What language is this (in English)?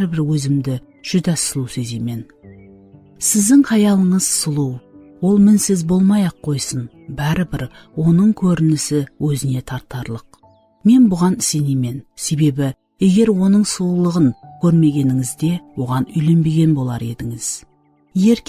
Kara-Kalpak